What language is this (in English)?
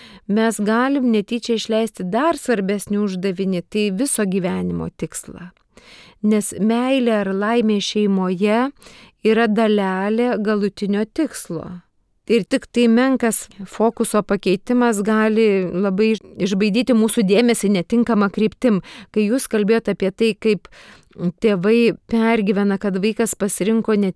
Lithuanian